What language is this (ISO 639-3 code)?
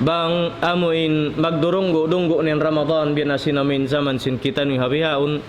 tsg